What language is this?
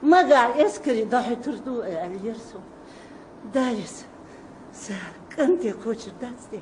Chechen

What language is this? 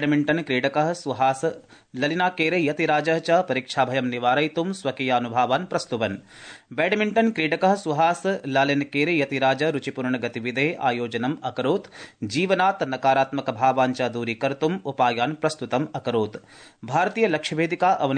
Sanskrit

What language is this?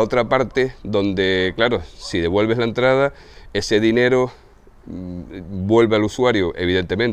Spanish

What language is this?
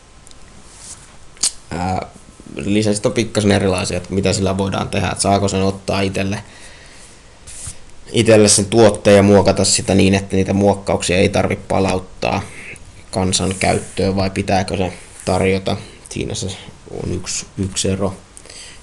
Finnish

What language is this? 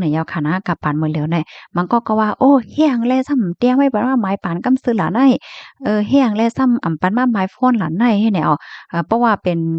Shan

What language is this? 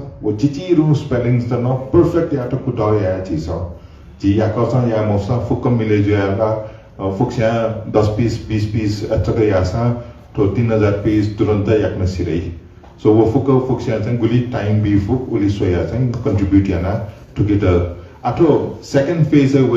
Newari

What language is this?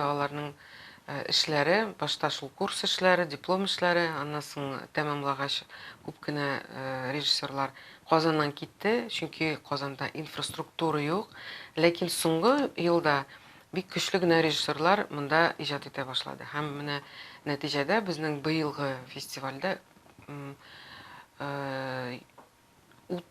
Tatar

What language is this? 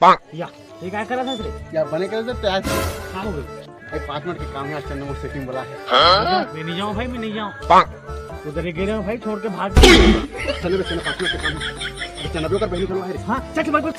Chhattisgarhi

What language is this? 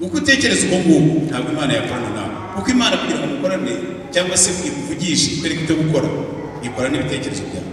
Kinyarwanda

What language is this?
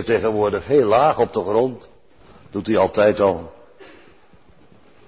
Dutch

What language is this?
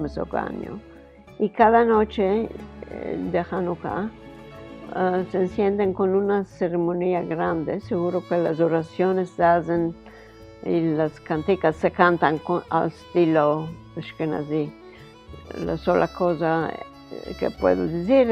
Ladino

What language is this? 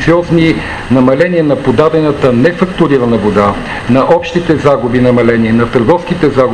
Bulgarian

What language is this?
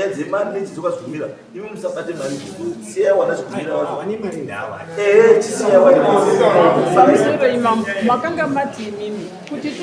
Shona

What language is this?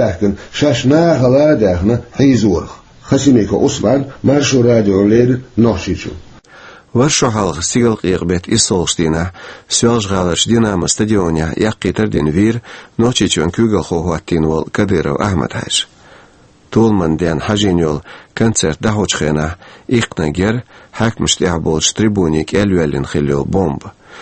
Chechen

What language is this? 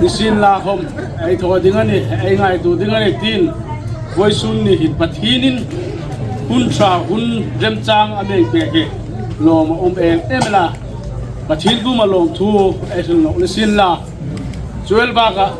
Hmar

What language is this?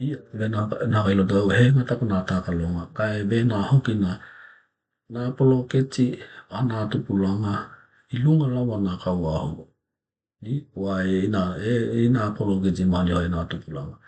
Tokelau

